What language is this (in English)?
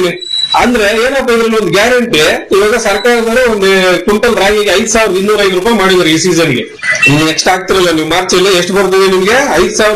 Kannada